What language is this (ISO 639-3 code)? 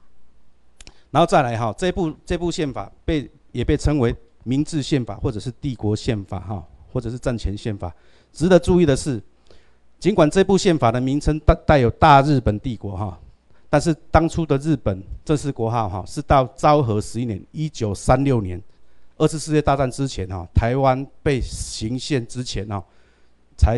zho